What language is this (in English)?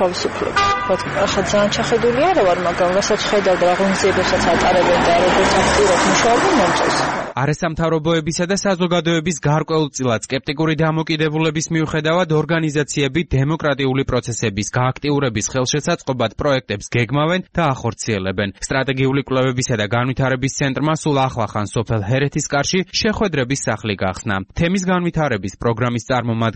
Georgian